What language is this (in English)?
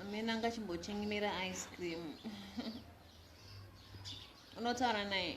Shona